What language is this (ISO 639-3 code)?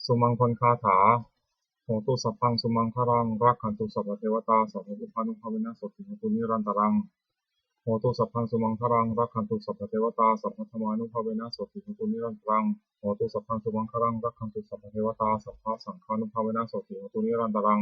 pli